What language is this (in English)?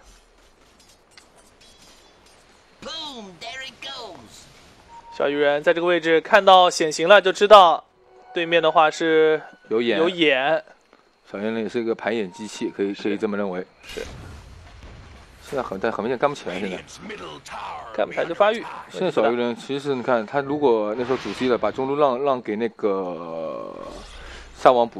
Chinese